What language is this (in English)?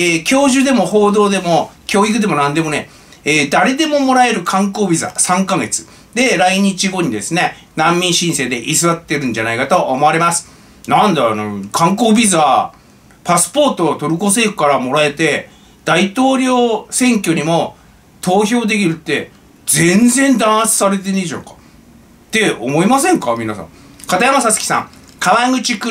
Japanese